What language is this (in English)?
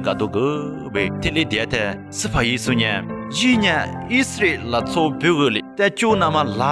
Lisu